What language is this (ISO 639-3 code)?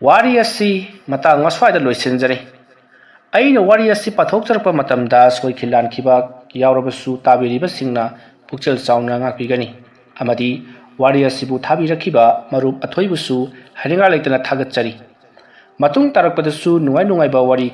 mni